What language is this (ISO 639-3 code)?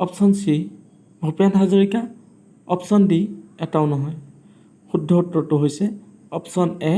asm